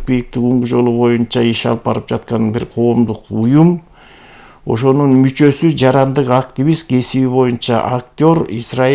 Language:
Kyrgyz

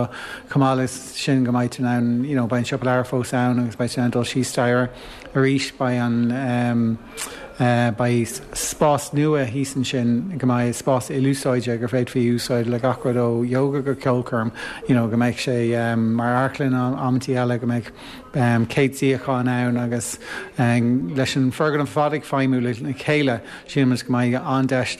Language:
Irish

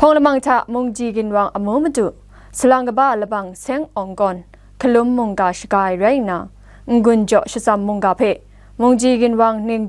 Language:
Kachin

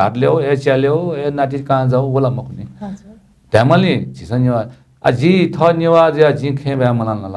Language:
Newari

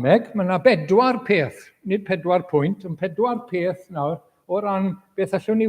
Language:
Welsh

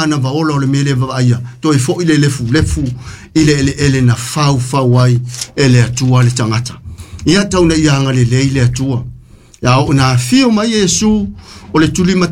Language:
Samoan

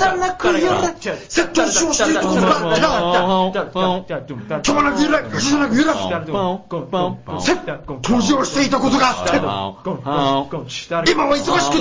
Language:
Japanese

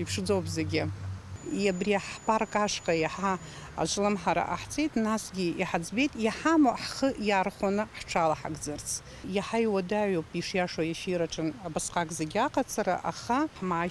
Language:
Abkhazian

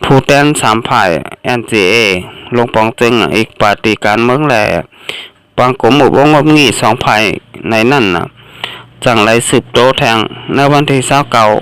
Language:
Shan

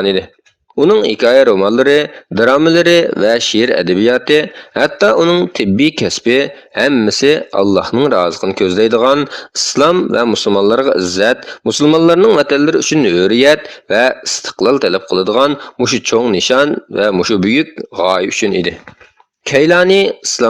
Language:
Uyghur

